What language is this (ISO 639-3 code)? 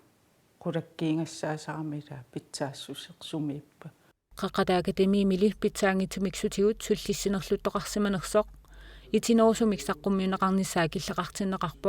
kal